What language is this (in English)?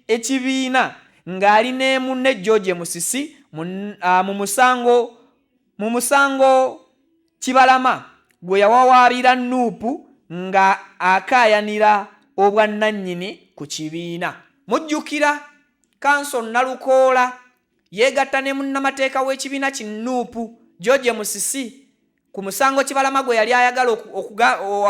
Ganda